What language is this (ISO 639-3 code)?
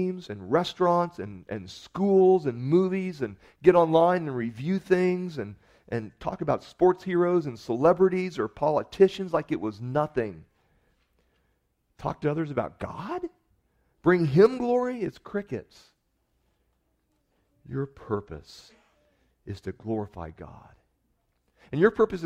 eng